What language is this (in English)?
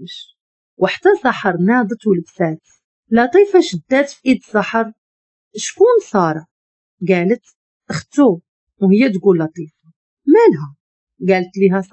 Moroccan Arabic